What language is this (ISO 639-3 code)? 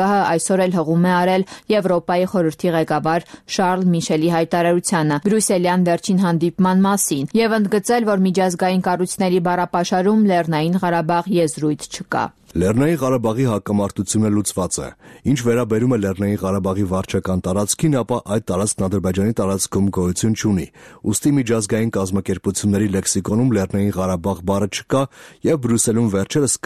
hye